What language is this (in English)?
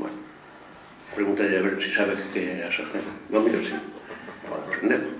Galician